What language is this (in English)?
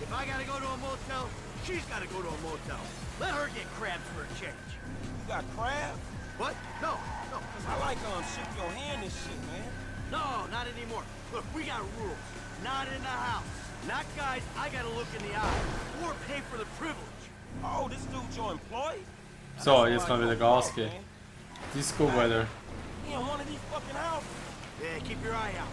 Swiss German